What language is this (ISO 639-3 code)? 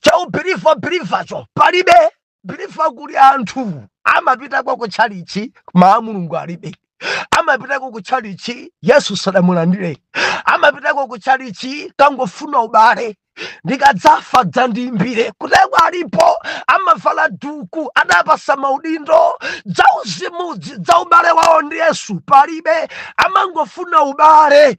nya